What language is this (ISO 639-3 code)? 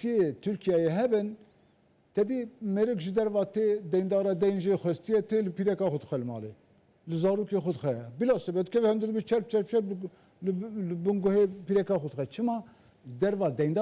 kur